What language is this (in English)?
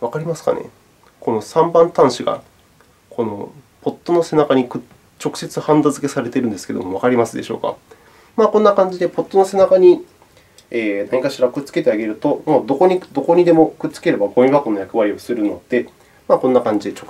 Japanese